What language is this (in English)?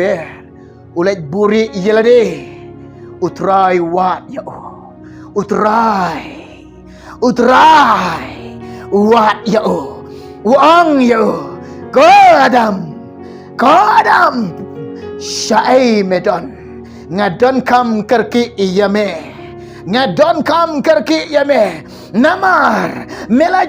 Khasi